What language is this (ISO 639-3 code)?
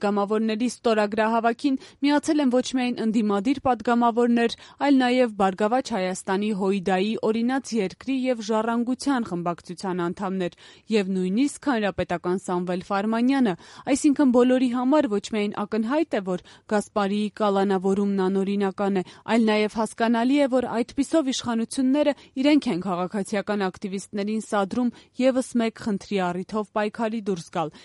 hye